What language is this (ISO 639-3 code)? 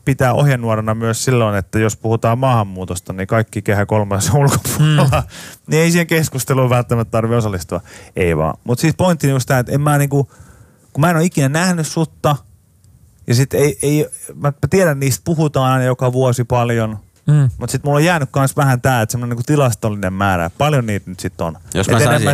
fin